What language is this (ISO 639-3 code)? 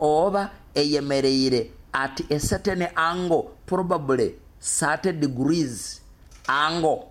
nyo